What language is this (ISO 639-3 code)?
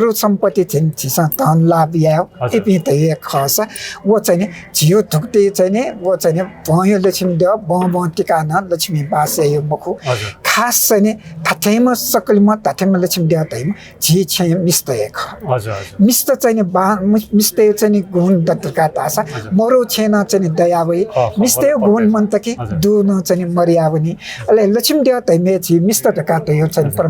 new